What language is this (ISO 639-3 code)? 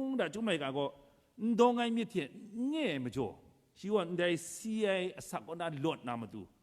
kac